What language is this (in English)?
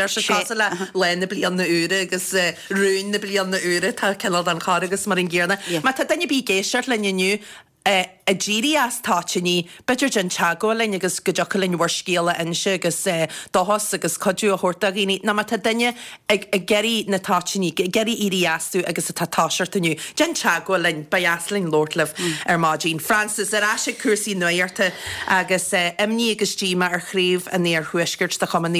Irish